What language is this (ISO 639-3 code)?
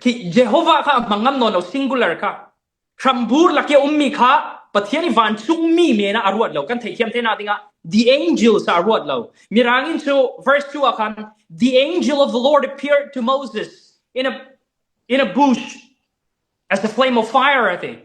cfm